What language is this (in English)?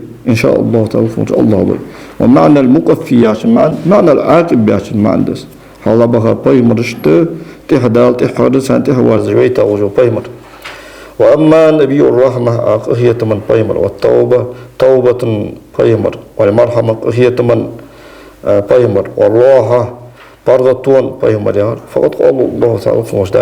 Ingush